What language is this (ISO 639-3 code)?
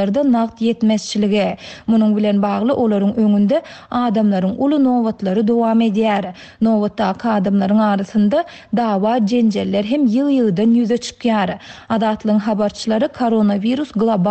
tuk